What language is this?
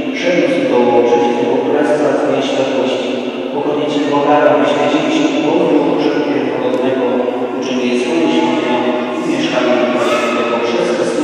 Polish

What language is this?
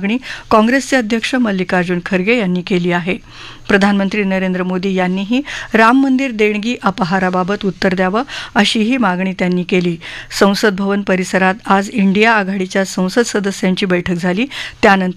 Marathi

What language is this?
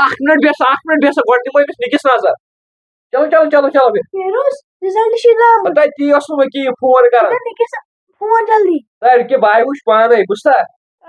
Kashmiri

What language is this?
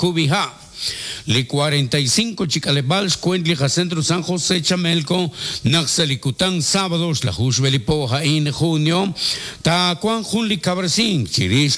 Kekchí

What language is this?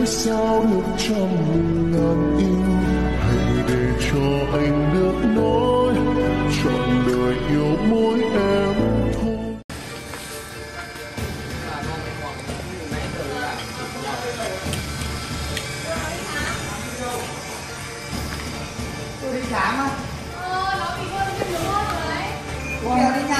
Vietnamese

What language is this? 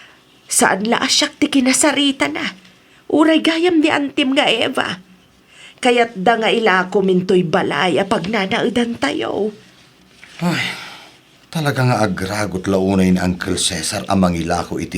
Iloko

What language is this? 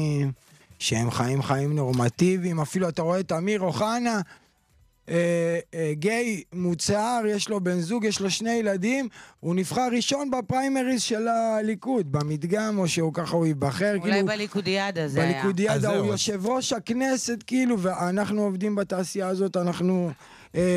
Hebrew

